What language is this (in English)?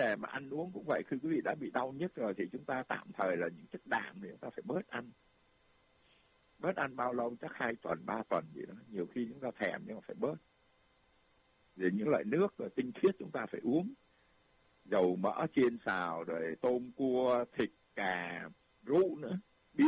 Vietnamese